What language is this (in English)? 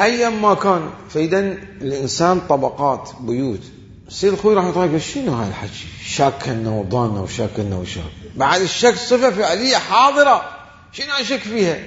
Mesopotamian Arabic